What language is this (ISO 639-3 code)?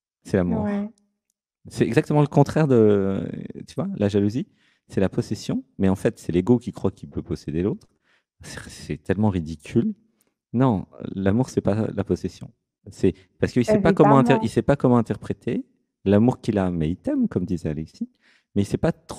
fra